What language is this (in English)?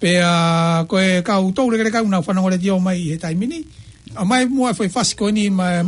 Tongan